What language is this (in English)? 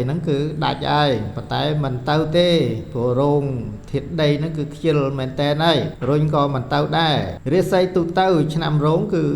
Khmer